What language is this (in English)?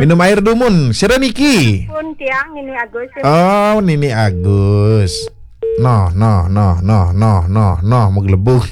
Balinese